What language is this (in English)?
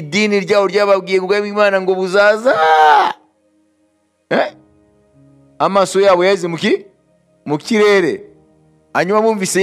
Kinyarwanda